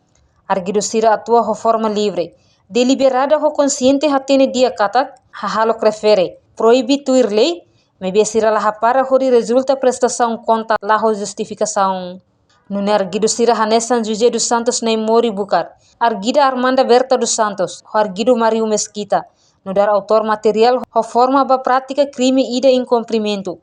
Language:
Tetum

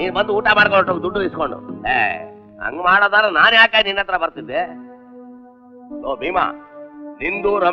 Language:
Kannada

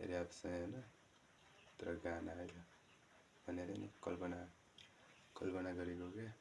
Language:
Nepali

